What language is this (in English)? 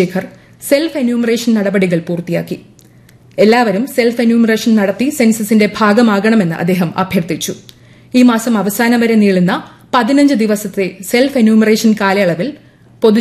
Malayalam